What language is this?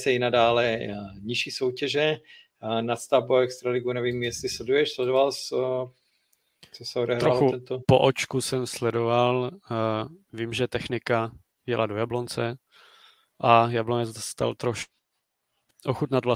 Czech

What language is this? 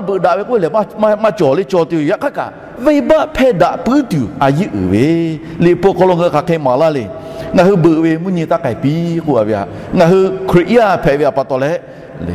Lahu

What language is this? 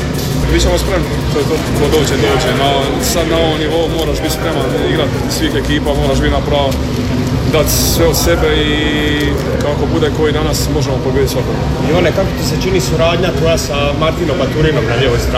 Croatian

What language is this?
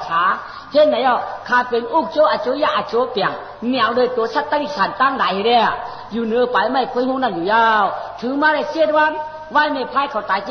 Shan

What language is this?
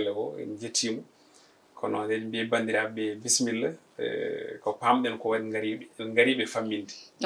Fula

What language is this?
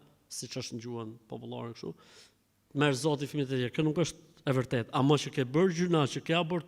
Albanian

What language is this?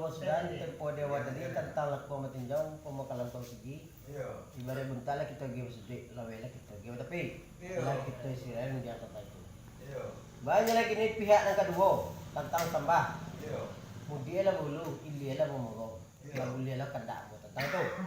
Minangkabau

